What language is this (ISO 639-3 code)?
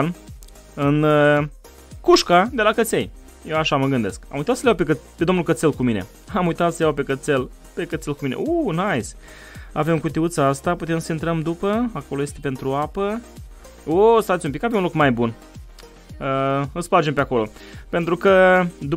ron